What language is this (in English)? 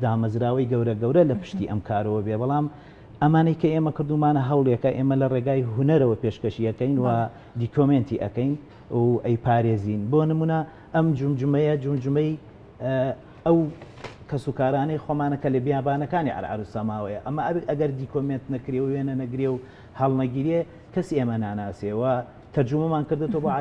Central Kurdish